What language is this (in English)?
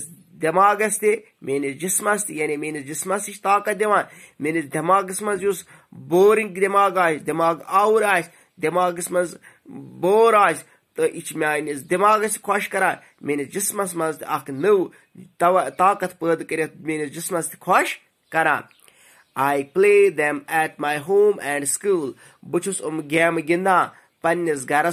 Kashmiri